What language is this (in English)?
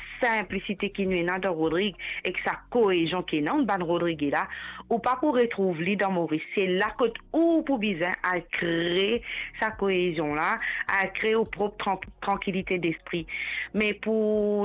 Morisyen